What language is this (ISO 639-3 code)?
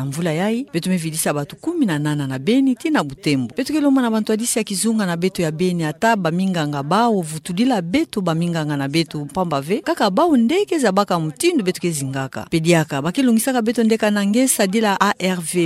ktu